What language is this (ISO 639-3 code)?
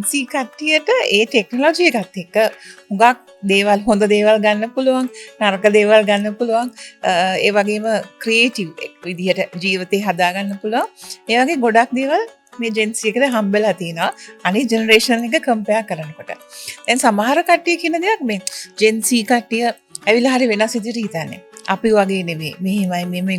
sin